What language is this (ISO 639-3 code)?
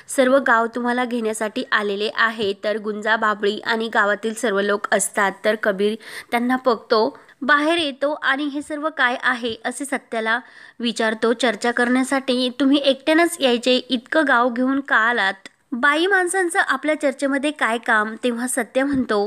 mar